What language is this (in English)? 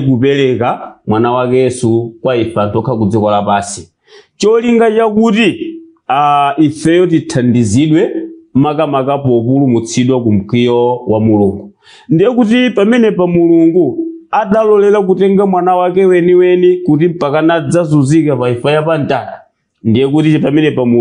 Nyanja